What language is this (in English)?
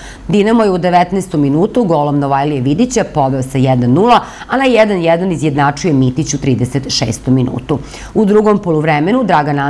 Serbian